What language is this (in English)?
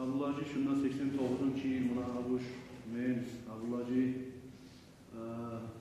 Kumyk